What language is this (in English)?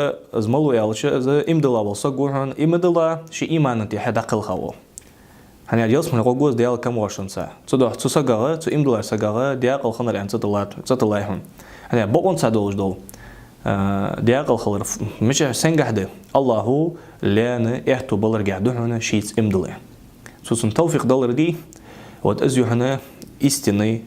Ingush